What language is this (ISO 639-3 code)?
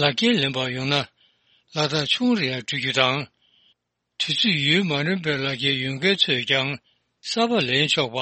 bod